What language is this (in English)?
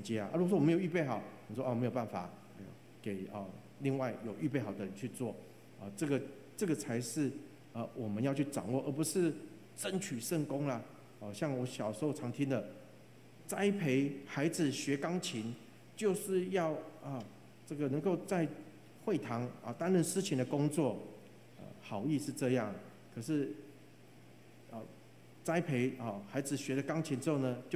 Chinese